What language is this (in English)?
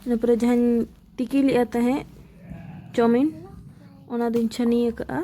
Santali